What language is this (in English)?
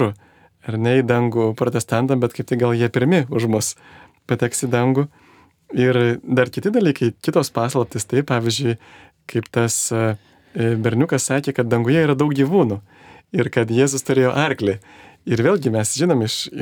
Lithuanian